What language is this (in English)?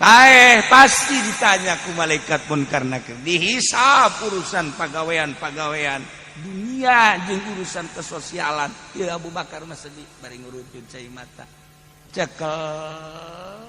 Sundanese